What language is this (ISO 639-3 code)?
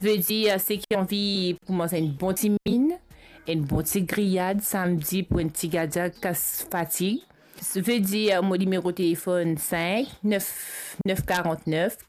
mfe